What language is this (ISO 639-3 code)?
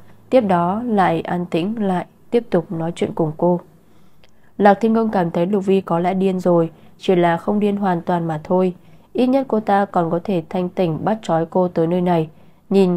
vie